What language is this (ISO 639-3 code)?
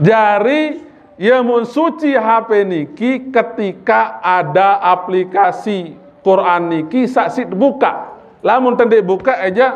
sas